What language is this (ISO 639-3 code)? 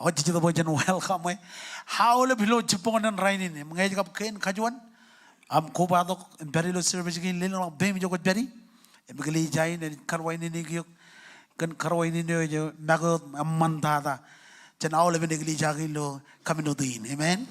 mah